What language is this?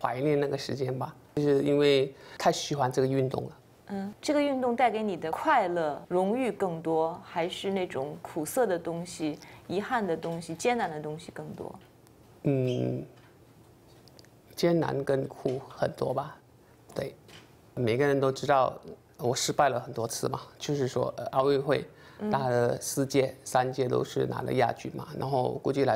Chinese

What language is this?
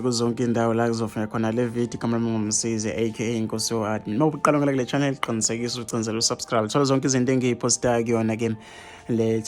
Zulu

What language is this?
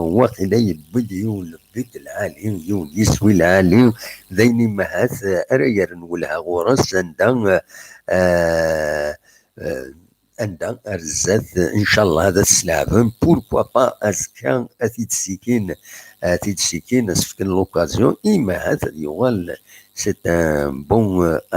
Kabyle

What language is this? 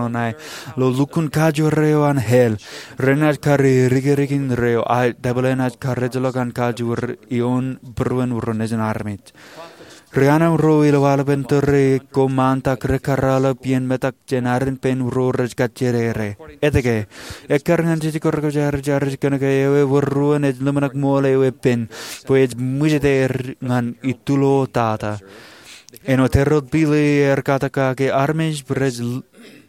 Marshallese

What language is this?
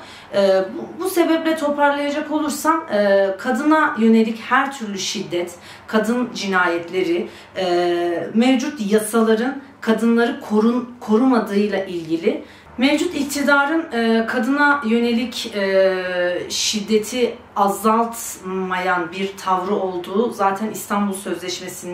Turkish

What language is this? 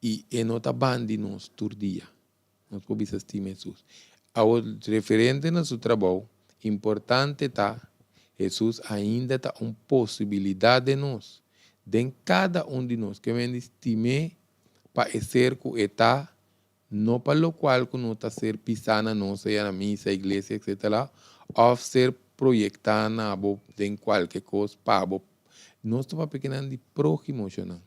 Papiamento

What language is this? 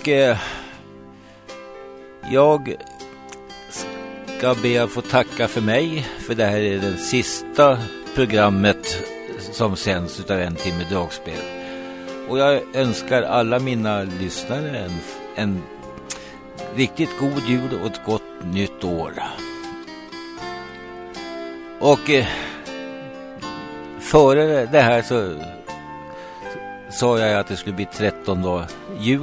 Swedish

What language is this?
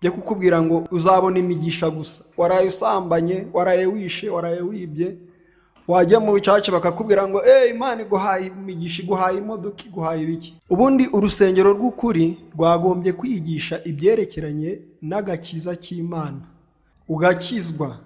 Kinyarwanda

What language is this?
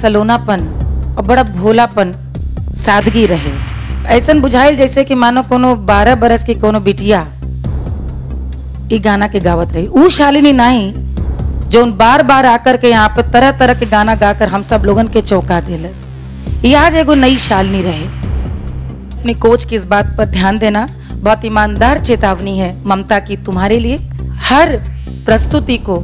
Bhojpuri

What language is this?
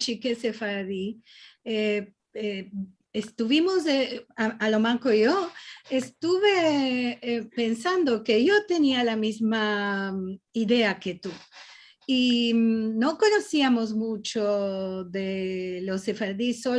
Ladino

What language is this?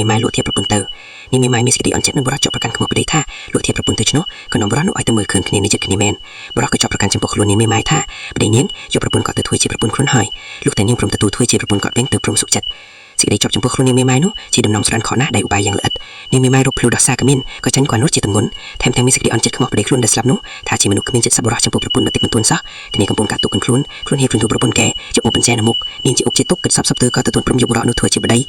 Khmer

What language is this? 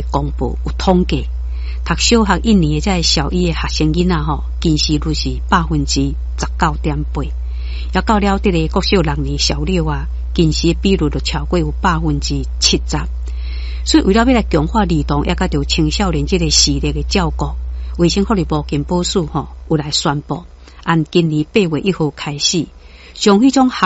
Min Nan Chinese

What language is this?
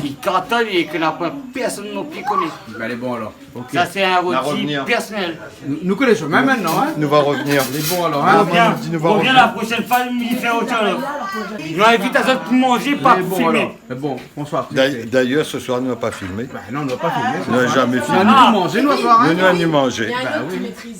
Réunion Creole French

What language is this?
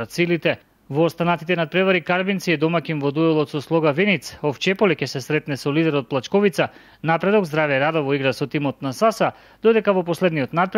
Macedonian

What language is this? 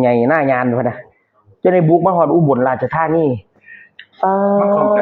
Northeastern Thai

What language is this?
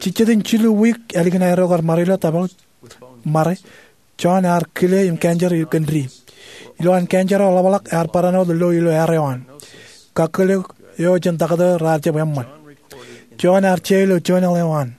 Marshallese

